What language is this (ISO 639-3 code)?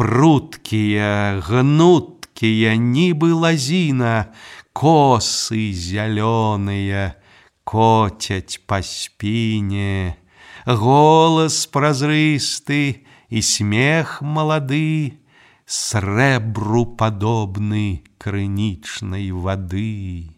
bel